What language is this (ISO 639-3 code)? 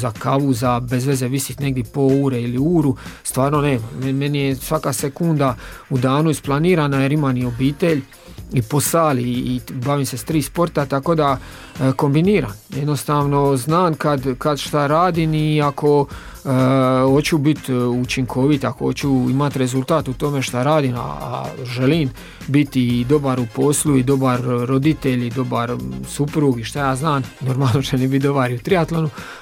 hrv